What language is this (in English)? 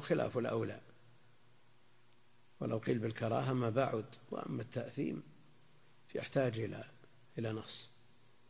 Arabic